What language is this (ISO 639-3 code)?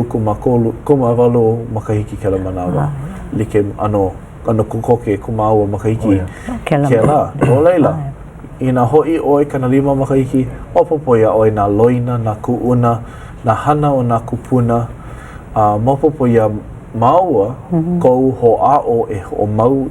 haw